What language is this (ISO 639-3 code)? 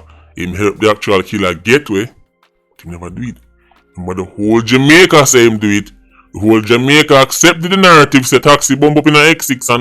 jam